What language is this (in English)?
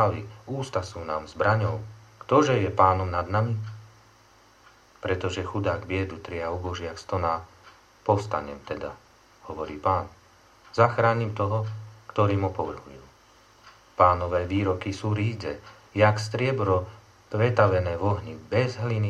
Slovak